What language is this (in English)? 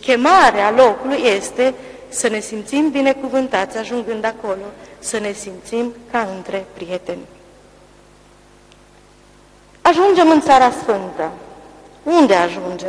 Romanian